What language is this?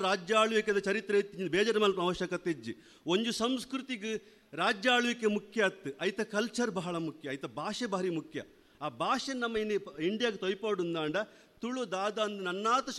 Tulu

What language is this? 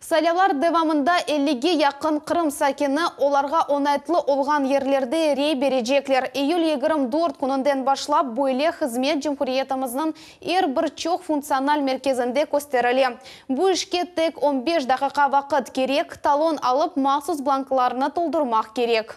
Crimean Tatar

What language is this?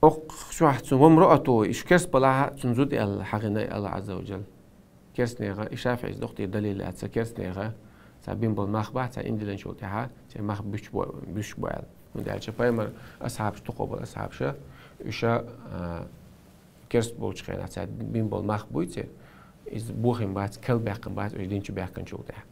Chechen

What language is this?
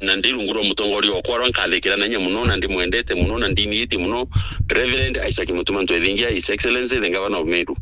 Meru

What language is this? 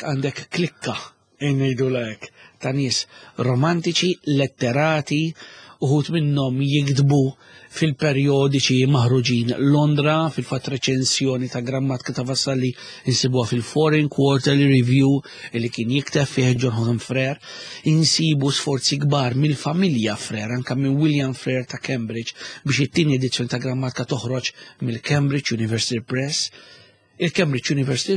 Maltese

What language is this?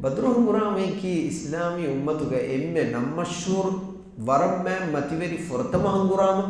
Divehi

